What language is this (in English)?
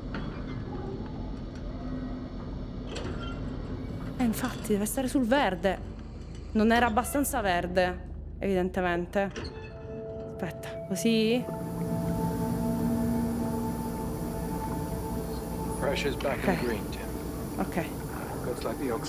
Italian